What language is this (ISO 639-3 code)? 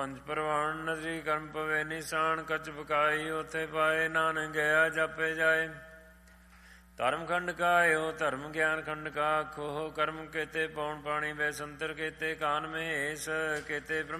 pan